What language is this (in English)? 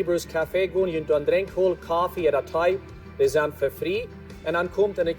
Plautdietsch